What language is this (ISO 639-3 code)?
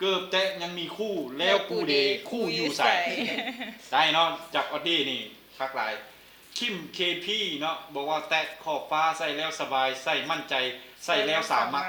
lao